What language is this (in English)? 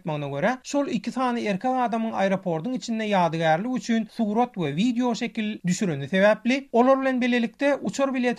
Turkmen